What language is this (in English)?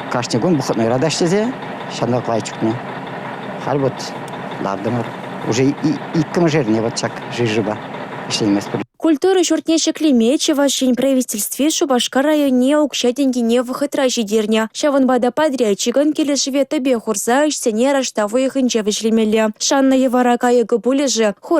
Chuvash